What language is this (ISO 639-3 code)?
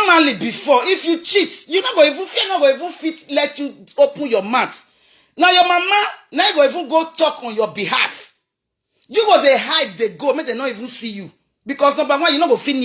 pcm